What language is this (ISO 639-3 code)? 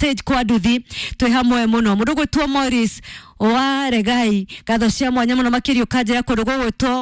kik